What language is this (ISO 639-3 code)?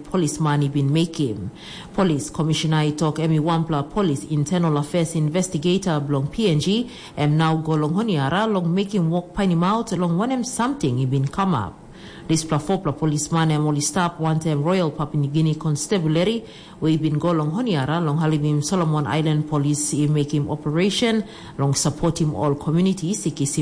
tpi